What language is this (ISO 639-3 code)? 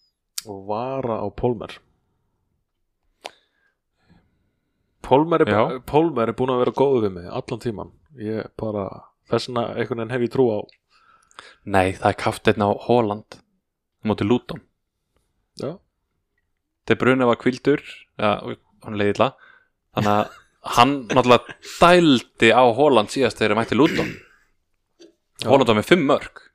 isl